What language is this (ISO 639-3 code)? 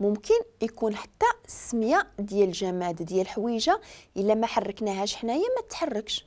ary